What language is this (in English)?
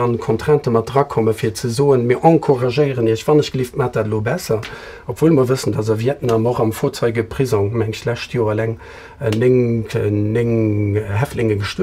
Luxembourgish